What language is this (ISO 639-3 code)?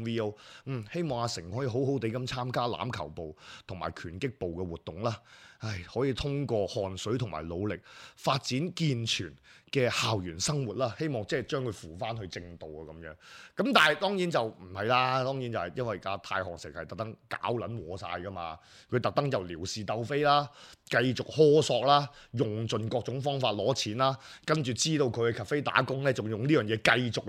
yue